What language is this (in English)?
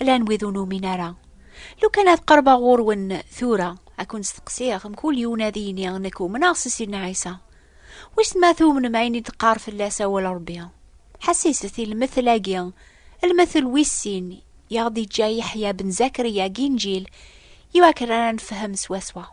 Kabyle